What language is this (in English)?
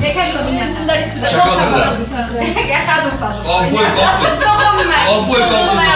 Ossetic